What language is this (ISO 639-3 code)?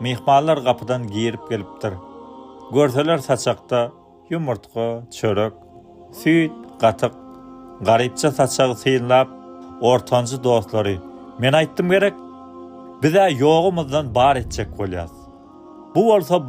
tuk